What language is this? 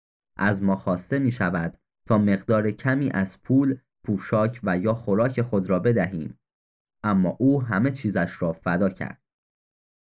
Persian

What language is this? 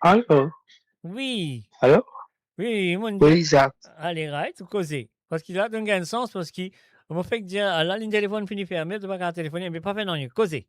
Morisyen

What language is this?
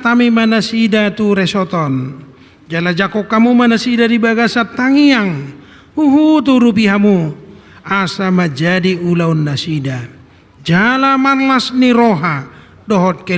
Batak Toba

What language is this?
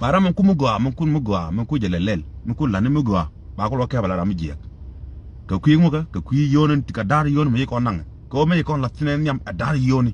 Nuer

